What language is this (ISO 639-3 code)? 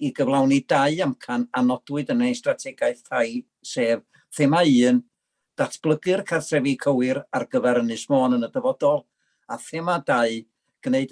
cym